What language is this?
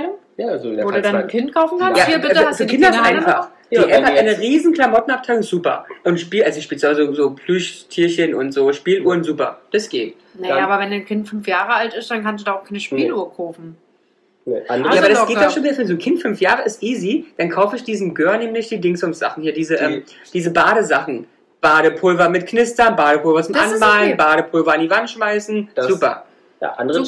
German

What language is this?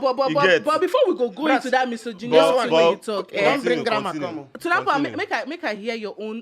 Nigerian Pidgin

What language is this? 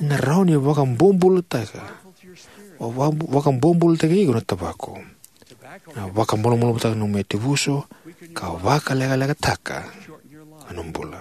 Fijian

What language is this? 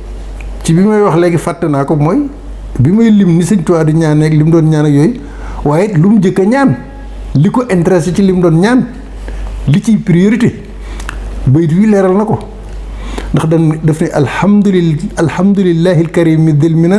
Wolof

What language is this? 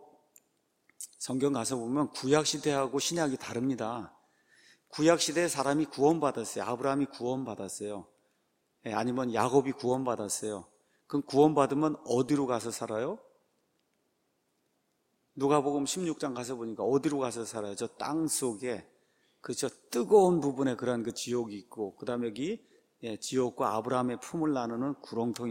Korean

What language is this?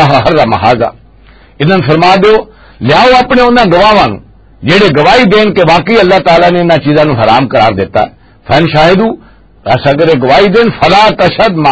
Western Panjabi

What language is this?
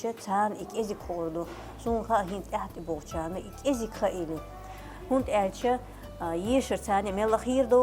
Chechen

